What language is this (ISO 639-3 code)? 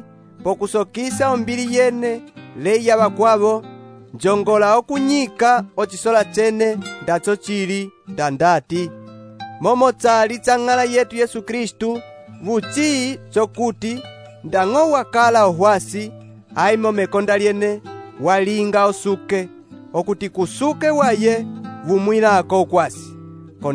umb